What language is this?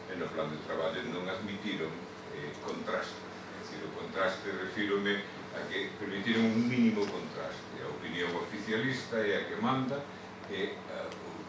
Galician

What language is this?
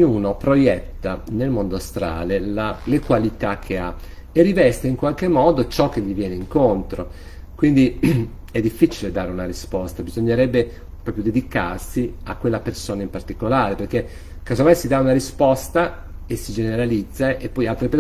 Italian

